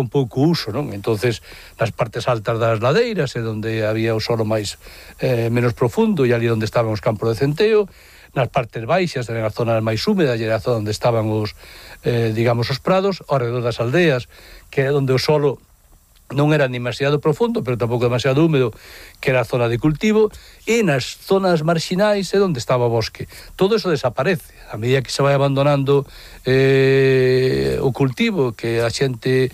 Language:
Galician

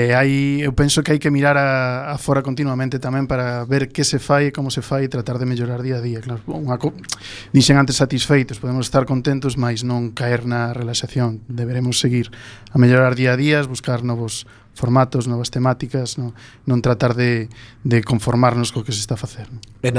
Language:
Galician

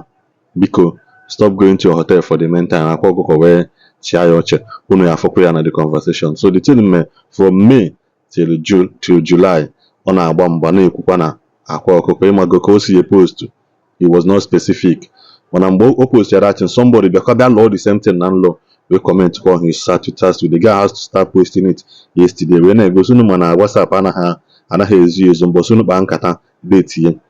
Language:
Igbo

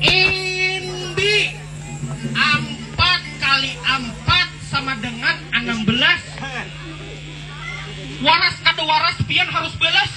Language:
Banjar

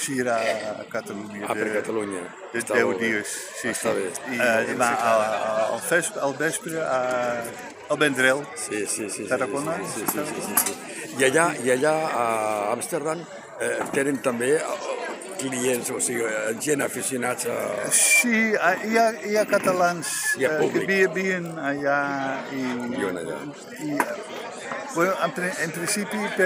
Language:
Catalan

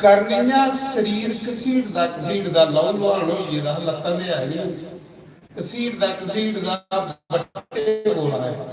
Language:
Dogri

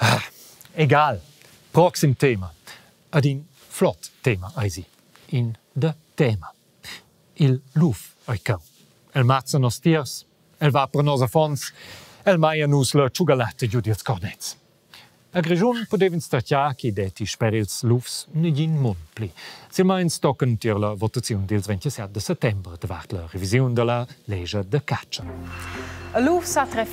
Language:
Romansh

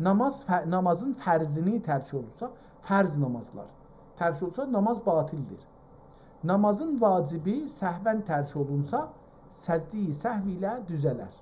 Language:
South Azerbaijani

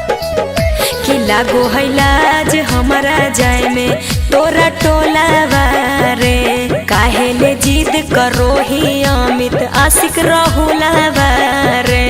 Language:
Magahi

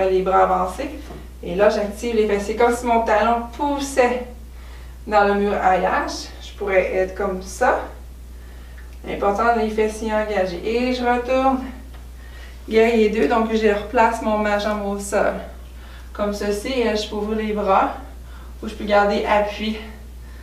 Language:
French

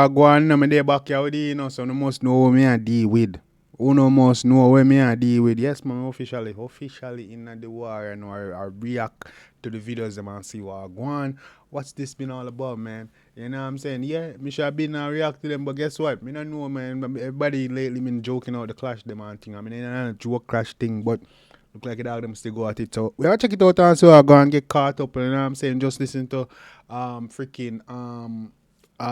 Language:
Jamaican Creole English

